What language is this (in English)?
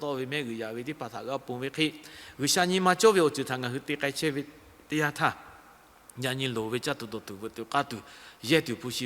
Lahu